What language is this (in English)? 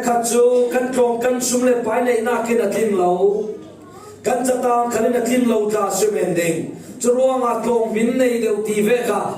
Falam Chin